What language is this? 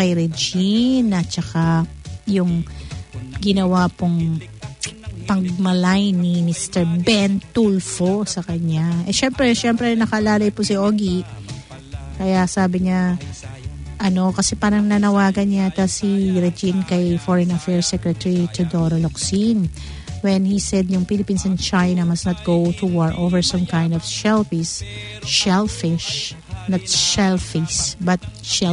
Filipino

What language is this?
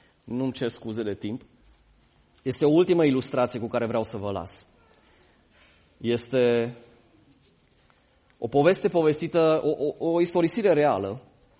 Romanian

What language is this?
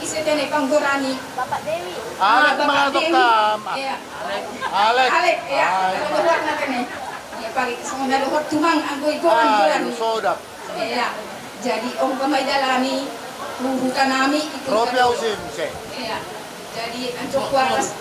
Batak Simalungun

